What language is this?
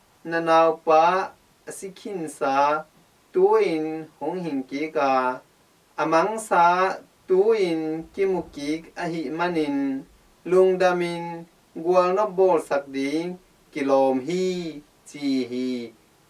Tedim Chin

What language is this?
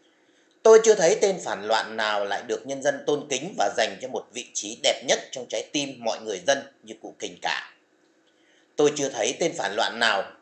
Vietnamese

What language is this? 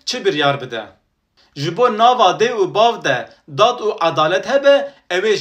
Kurdish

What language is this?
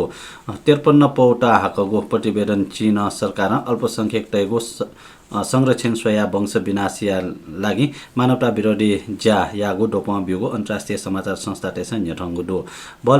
Newari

